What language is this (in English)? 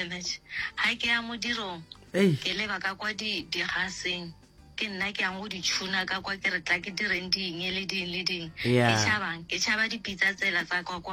Northern Sotho